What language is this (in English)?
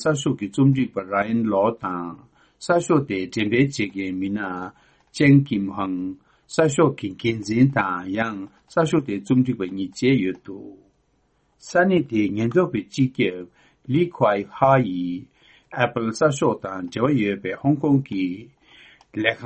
Tibetan